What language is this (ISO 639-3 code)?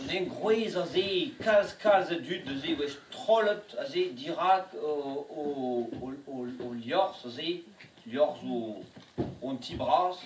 bre